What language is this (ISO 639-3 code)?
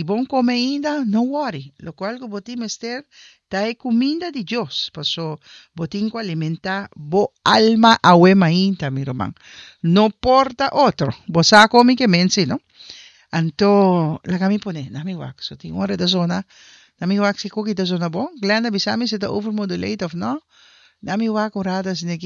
pap